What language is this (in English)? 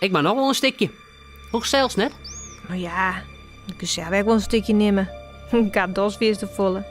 Western Frisian